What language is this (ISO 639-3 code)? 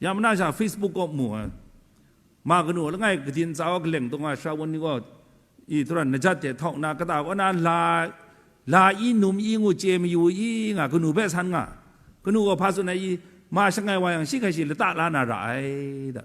kac